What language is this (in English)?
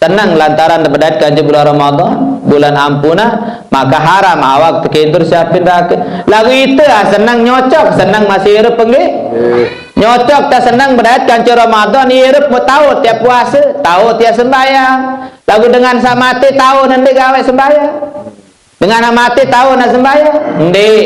Sasak